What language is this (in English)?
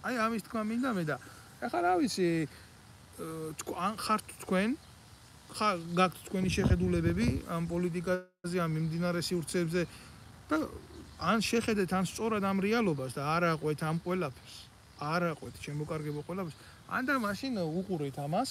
Georgian